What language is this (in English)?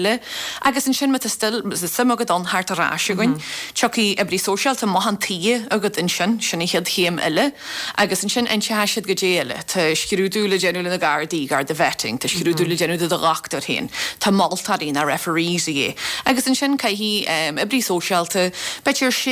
Irish